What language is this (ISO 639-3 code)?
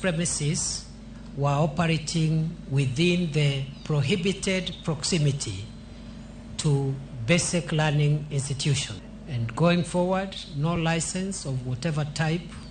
luo